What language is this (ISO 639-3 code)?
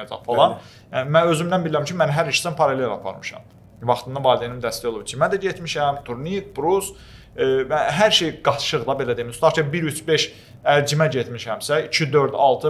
aze